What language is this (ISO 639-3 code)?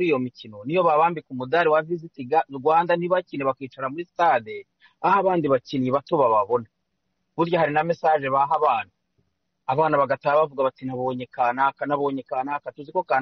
kin